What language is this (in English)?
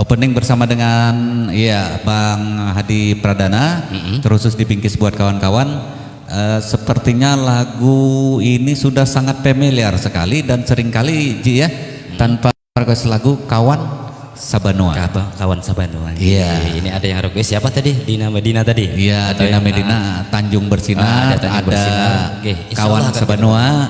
Banjar